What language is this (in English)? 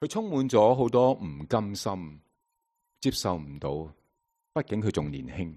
Cantonese